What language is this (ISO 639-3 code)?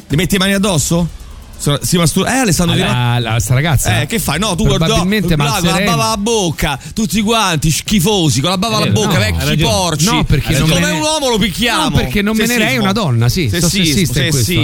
ita